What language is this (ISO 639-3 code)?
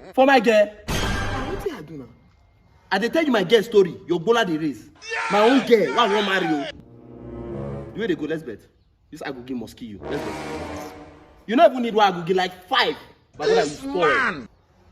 pcm